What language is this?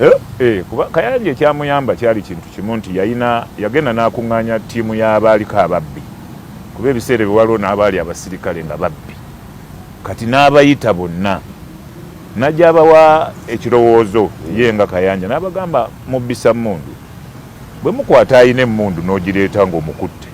Ganda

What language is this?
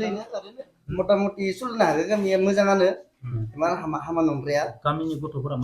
Bodo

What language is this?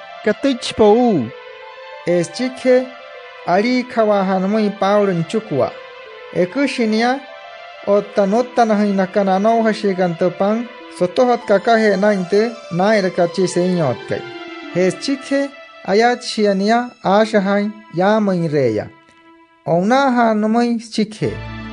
Wayuu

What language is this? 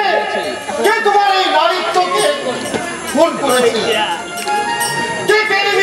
Bangla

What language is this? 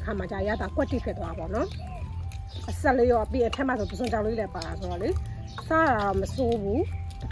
Burmese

